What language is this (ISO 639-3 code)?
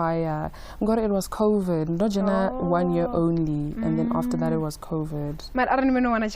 ven